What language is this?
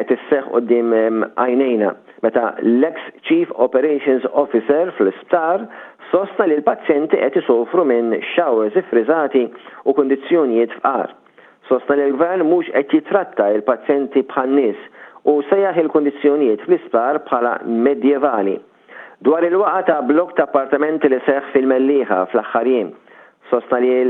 Maltese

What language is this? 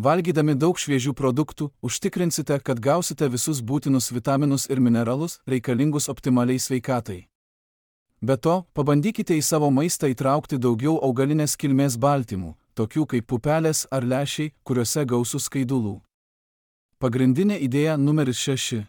Lithuanian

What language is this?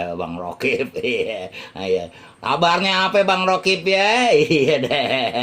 Betawi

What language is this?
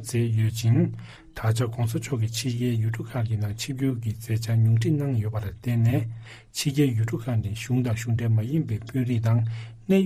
Tibetan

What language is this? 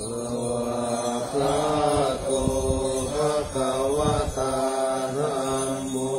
Pali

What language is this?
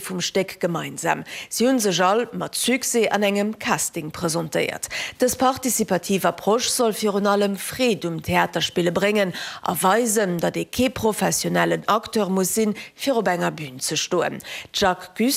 Luxembourgish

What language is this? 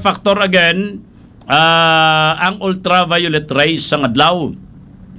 Hiligaynon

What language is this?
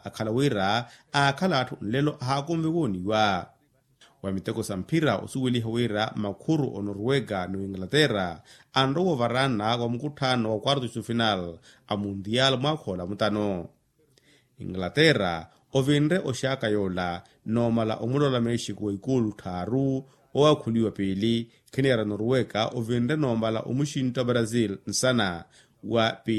Makhuwa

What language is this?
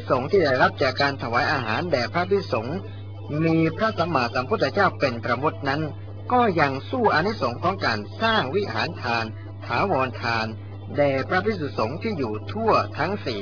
Thai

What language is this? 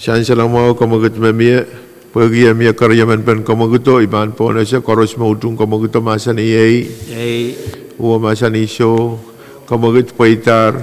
Pohnpeian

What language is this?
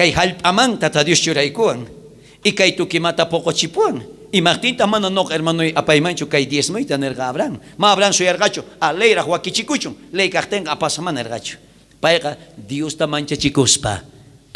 South Bolivian Quechua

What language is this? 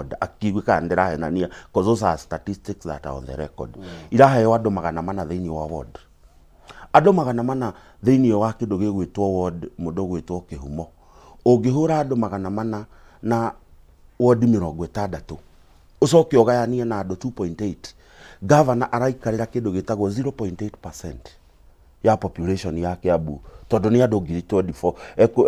Kikuyu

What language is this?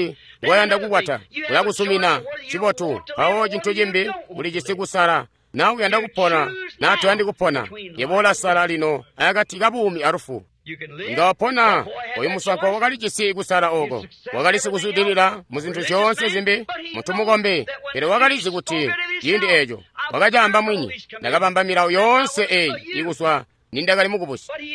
Tonga (Zambia)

